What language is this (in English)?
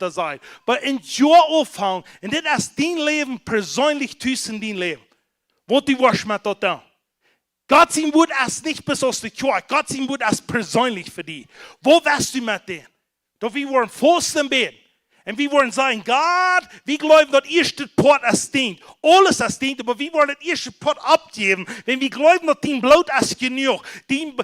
Plautdietsch